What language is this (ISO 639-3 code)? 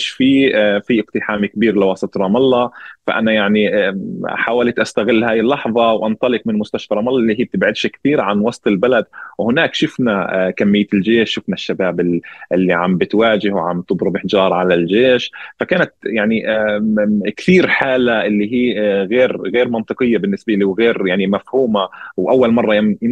apc